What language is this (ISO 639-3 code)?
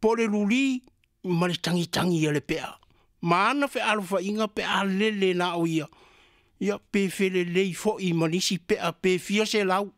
smo